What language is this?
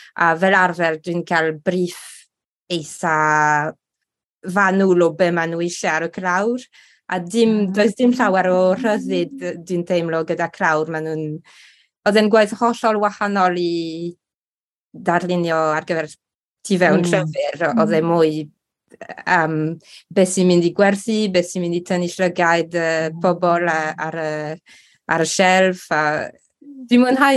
Welsh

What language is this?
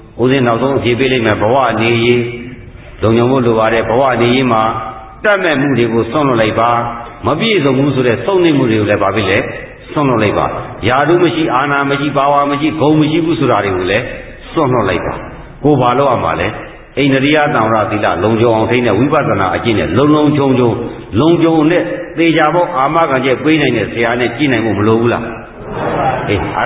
Burmese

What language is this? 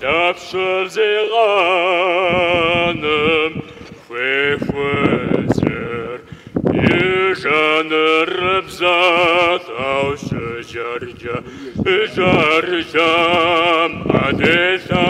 Kabardian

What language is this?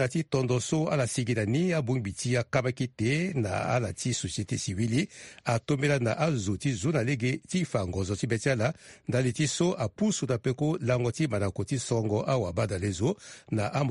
Sango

